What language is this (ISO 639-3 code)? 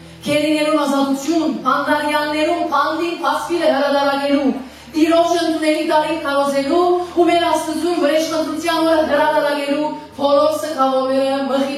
hyw